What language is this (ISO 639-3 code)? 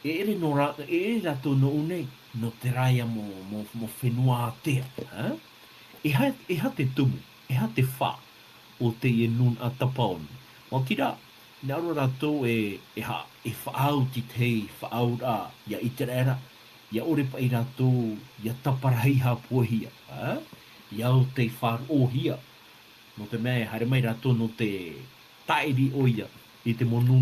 tah